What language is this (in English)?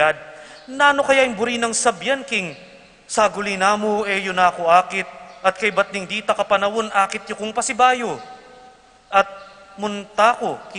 Pampanga